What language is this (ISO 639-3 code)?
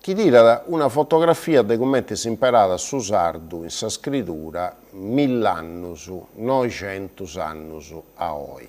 srd